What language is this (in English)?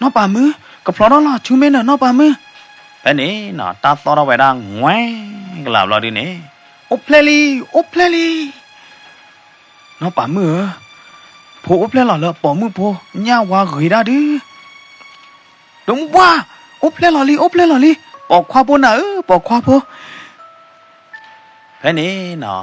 S'gaw Karen